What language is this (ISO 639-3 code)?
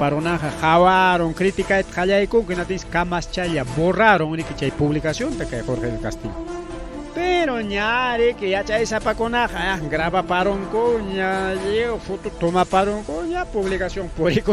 quy